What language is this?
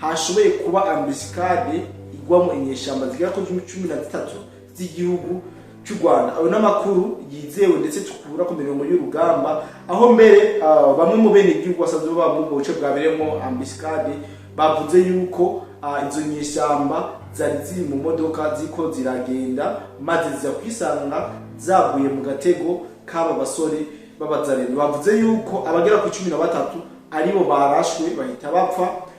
Rundi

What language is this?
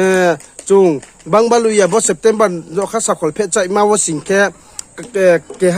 Riang (India)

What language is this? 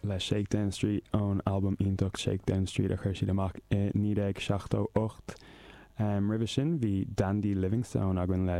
Irish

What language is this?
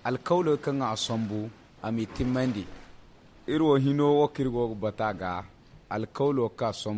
Zarma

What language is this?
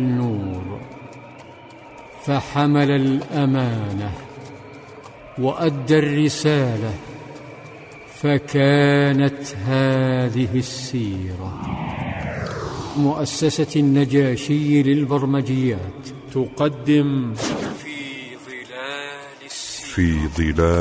Arabic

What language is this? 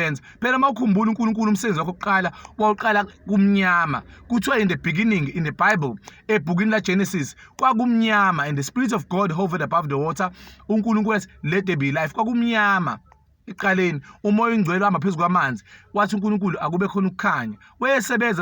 Zulu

